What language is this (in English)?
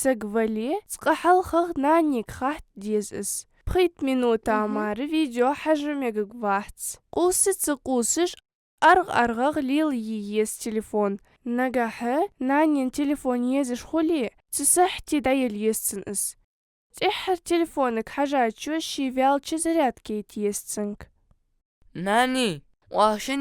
Ingush